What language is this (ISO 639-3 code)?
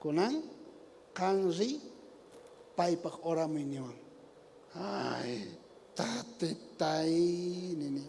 quh